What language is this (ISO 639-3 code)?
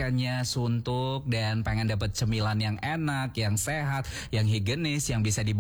ind